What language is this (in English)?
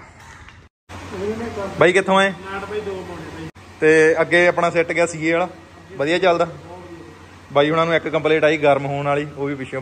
Punjabi